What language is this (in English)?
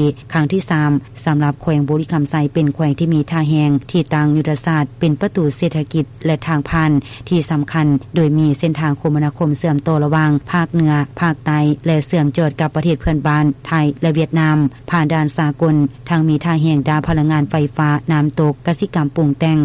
Lao